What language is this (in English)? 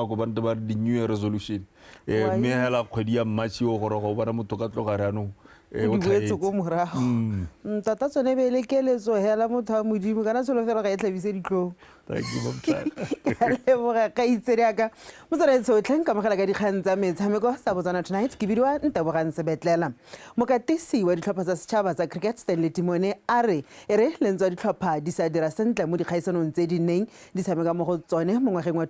Tswana